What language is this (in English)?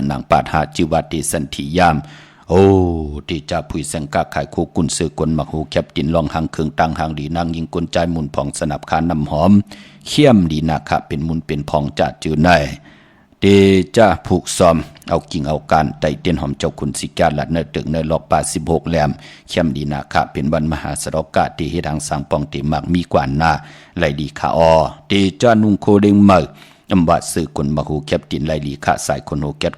Shan